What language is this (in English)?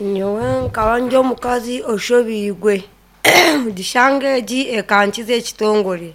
Nyankole